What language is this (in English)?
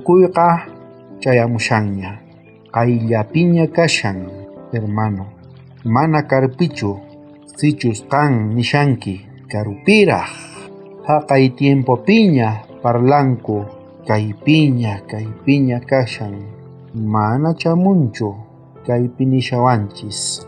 South Bolivian Quechua